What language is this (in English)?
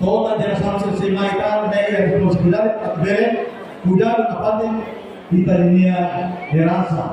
Tetum